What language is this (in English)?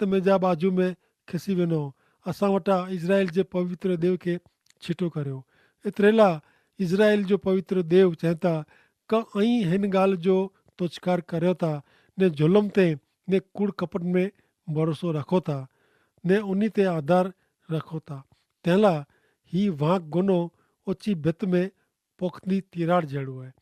Kachhi